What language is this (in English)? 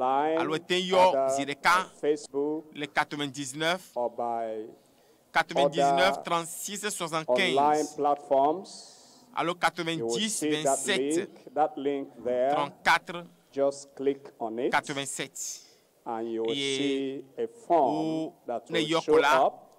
Ewe